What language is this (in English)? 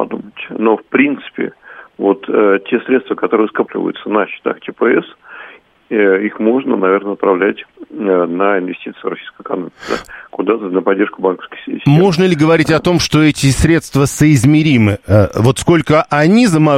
Russian